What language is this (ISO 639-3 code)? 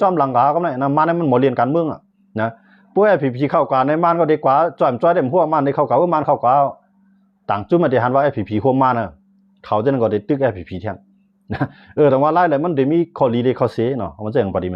shn